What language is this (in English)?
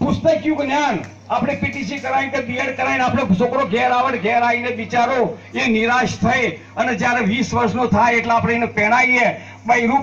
Gujarati